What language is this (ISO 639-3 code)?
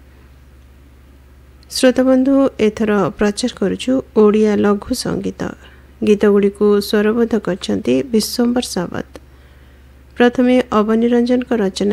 ori